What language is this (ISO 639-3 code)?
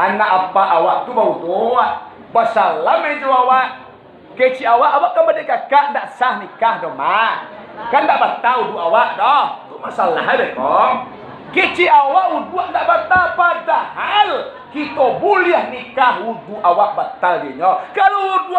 min